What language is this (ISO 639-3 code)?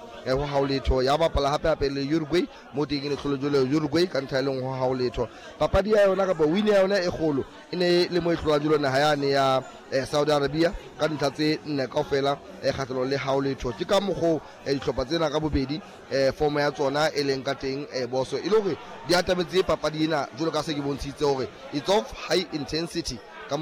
sot